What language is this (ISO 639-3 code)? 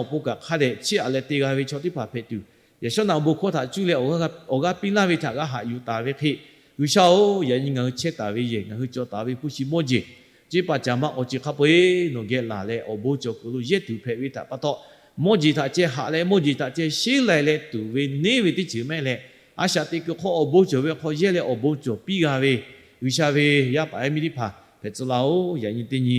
lhu